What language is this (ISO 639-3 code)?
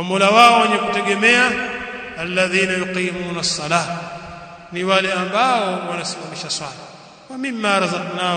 swa